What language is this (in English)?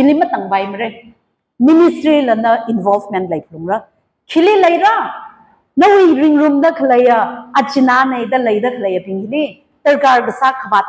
Tangkhul Naga (India)